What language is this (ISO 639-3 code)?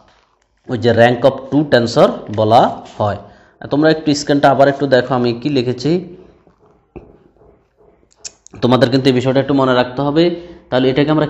ben